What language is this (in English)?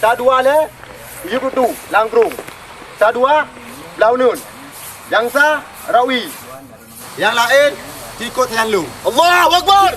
Achinese